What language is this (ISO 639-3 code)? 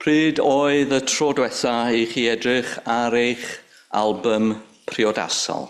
cym